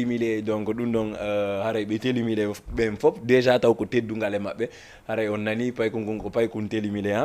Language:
Fula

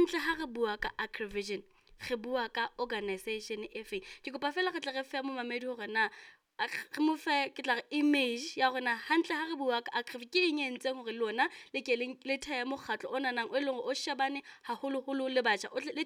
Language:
Southern Sotho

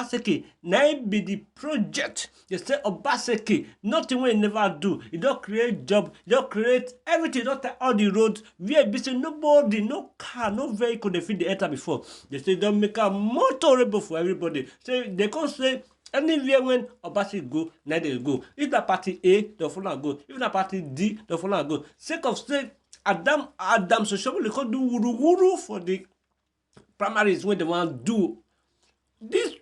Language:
Nigerian Pidgin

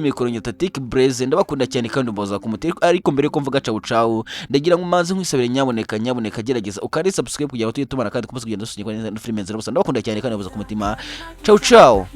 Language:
Kinyarwanda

